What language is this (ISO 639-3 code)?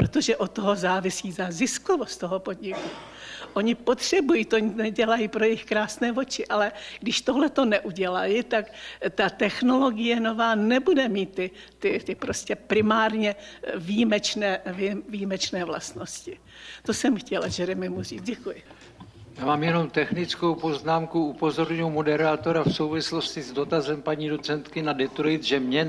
ces